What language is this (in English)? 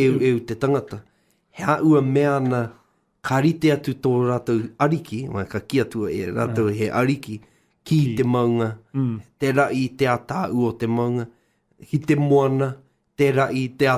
Māori